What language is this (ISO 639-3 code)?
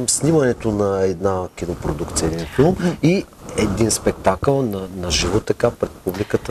bul